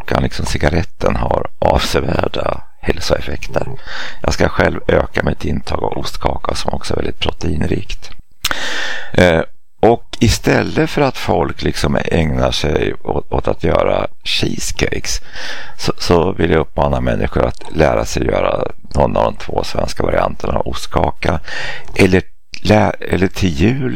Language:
Swedish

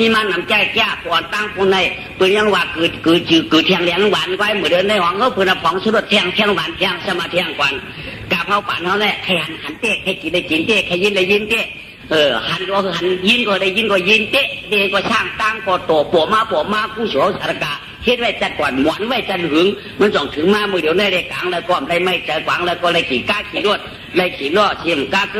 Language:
Shan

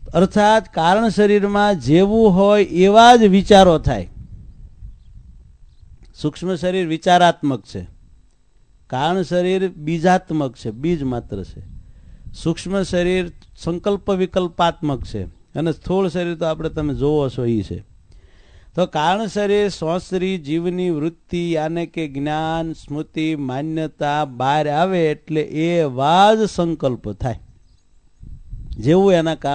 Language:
Gujarati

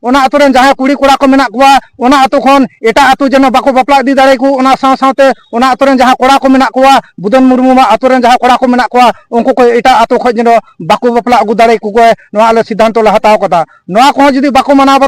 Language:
Santali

